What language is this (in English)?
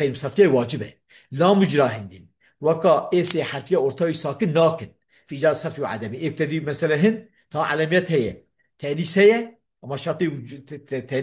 Kurdish